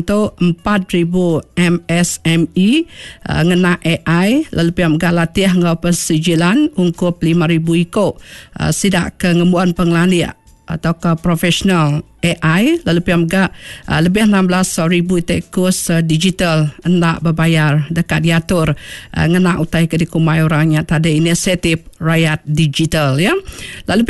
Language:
Iban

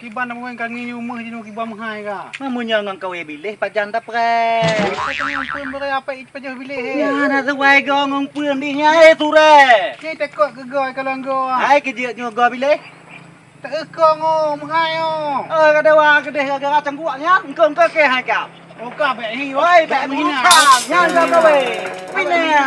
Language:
Achinese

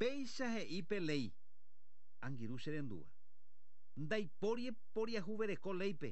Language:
Guarani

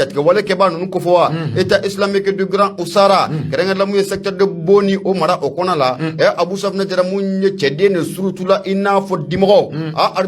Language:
Bambara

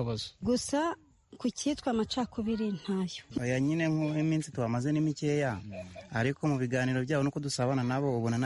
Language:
Kinyarwanda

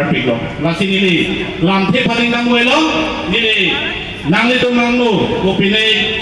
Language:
Karbi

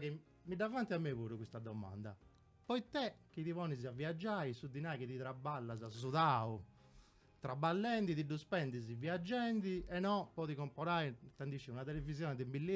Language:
Sardinian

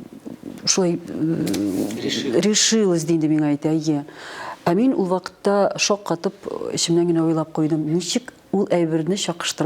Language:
Tatar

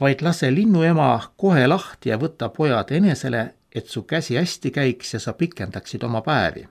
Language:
Estonian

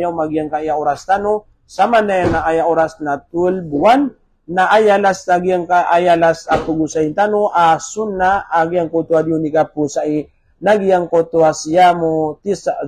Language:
Maranao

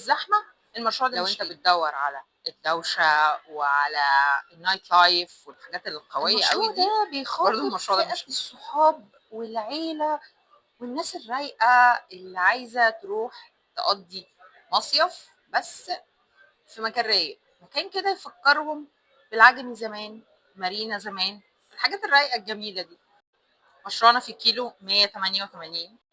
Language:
Egyptian Arabic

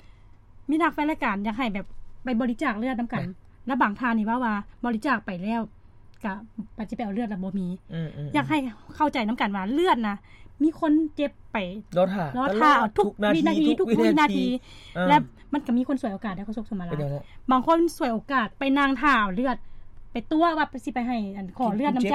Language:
Lao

